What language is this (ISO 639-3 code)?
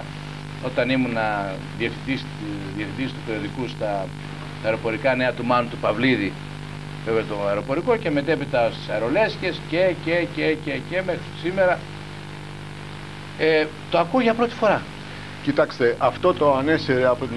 ell